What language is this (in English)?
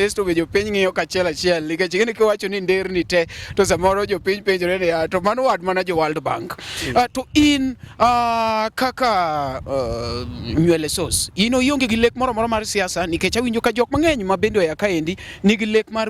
Luo (Kenya and Tanzania)